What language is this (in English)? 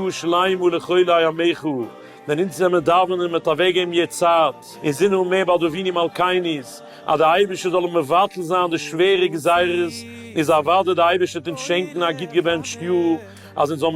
Yiddish